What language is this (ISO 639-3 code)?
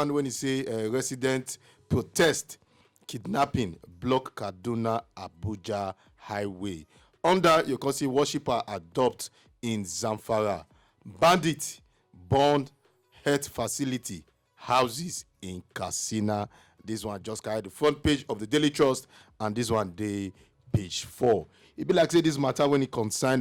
pcm